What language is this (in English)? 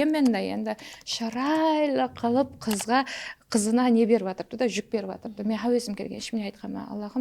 Kara-Kalpak